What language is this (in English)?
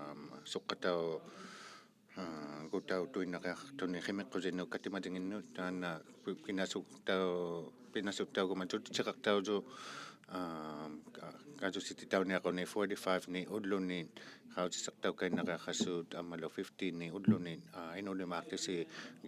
Inuktitut